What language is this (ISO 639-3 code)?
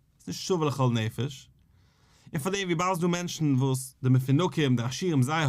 yid